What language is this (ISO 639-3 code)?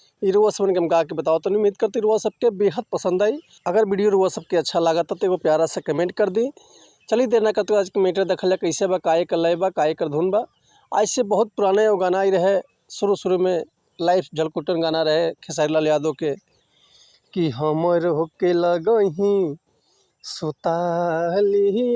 bho